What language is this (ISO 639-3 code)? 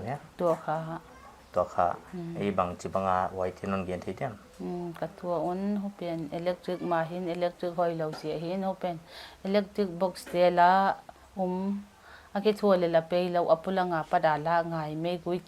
pck